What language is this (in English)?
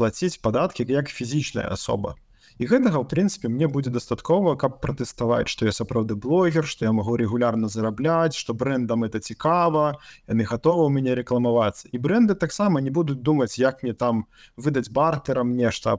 Belarusian